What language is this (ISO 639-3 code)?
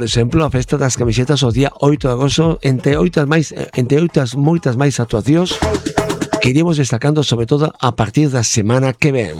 glg